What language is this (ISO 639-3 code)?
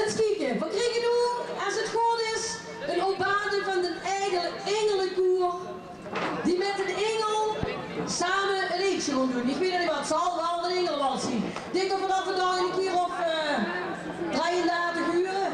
lim